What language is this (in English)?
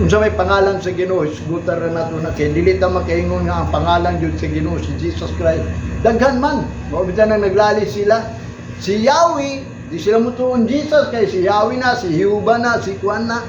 Cebuano